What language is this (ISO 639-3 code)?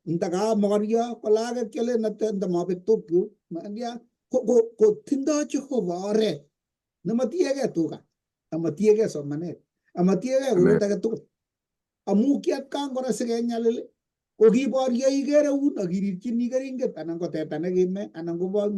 kln